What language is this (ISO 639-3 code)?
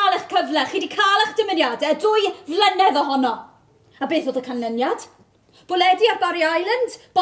cym